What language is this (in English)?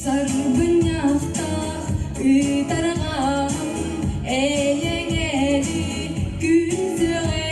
Yakut